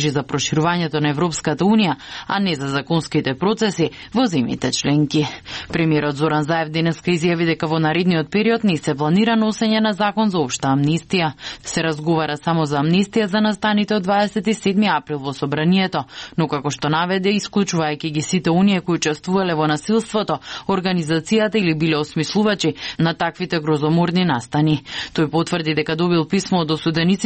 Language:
Macedonian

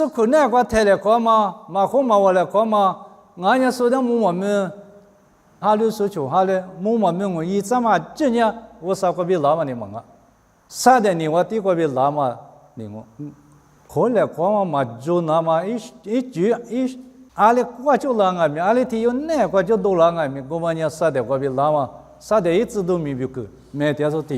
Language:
Lisu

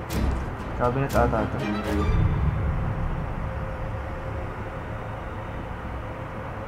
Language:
Filipino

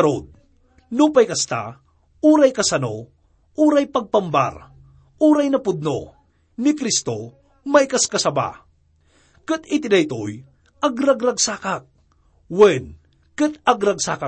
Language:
Iloko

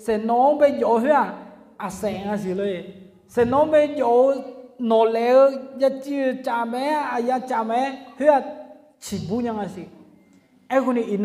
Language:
Akha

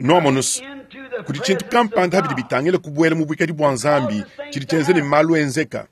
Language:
Luba-Lulua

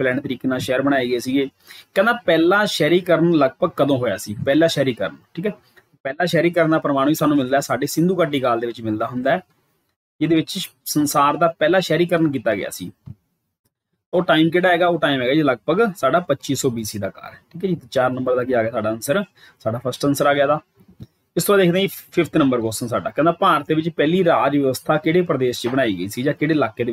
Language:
Punjabi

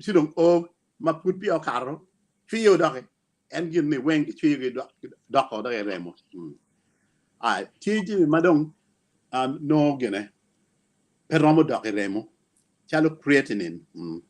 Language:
Acoli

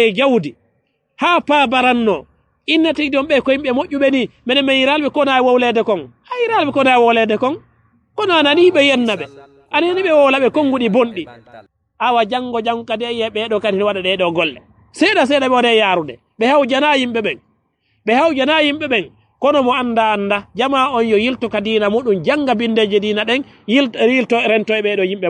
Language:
Fula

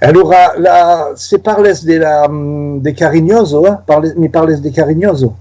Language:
Occitan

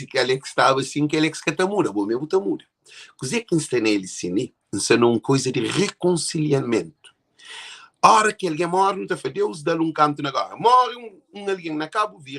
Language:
Kabuverdianu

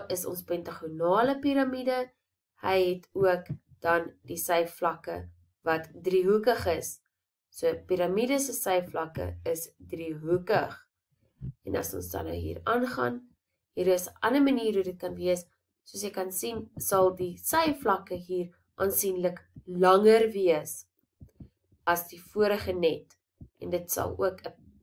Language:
Afrikaans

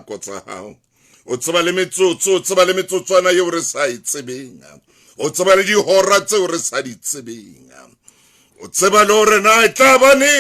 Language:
Southern Sotho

